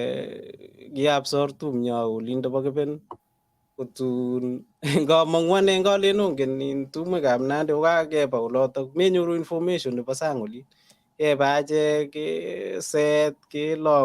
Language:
Kalenjin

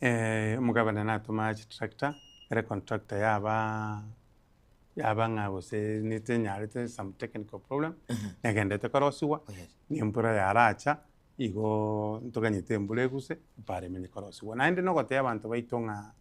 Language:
Gusii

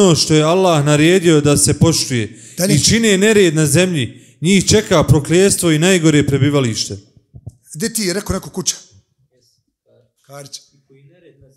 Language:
Bosnian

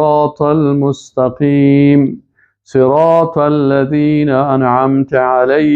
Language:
Persian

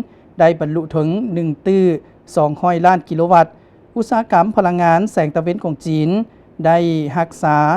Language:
Lao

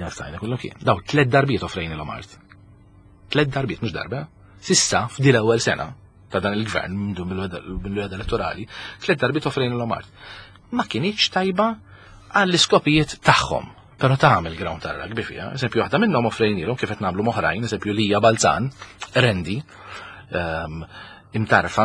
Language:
Maltese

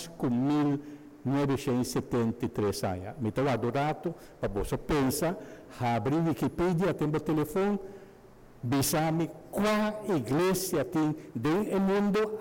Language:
Papiamento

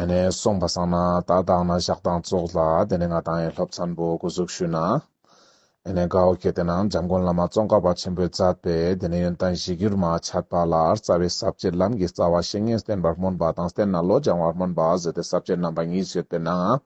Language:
Ladakhi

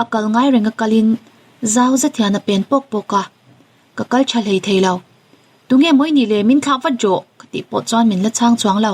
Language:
Mizo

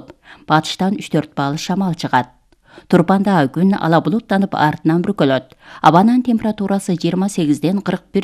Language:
Kyrgyz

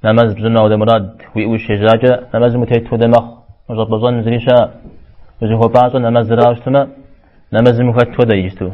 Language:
Kabardian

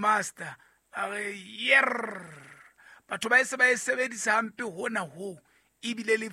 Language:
Southern Sotho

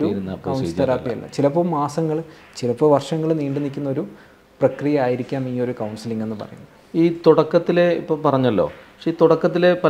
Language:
Malayalam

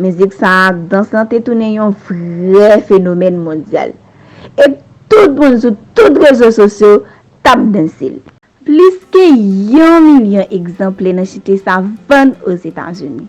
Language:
Haitian Creole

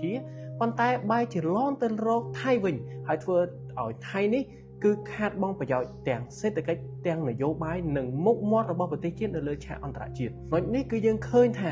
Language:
Khmer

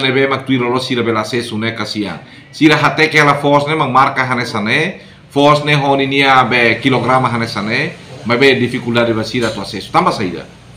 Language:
Tetum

